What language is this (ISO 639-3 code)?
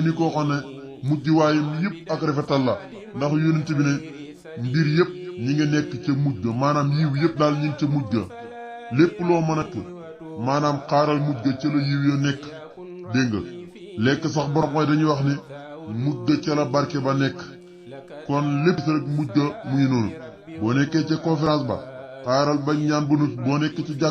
wol